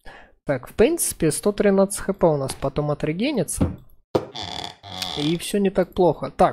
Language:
Russian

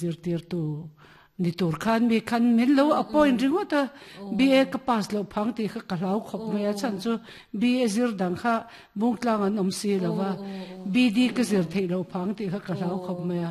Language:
Mizo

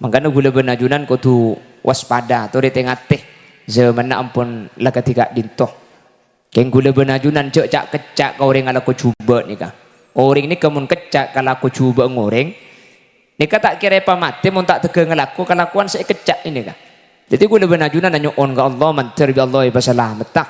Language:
Madurese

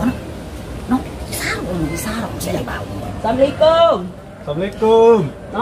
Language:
Betawi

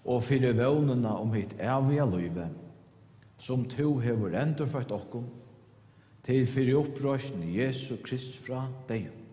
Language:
Faroese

